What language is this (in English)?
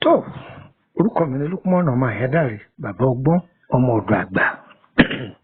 Yoruba